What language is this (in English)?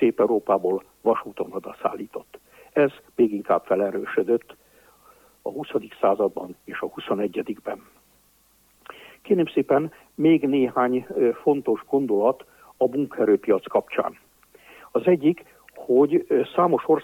Hungarian